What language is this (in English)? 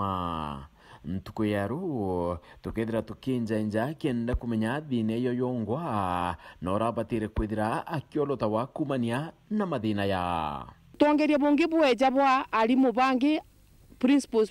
Meru